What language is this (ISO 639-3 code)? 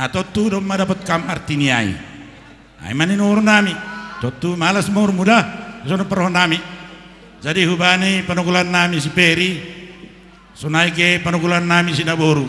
bts